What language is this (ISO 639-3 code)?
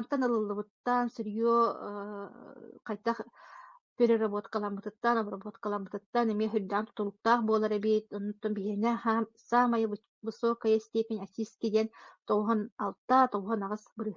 sah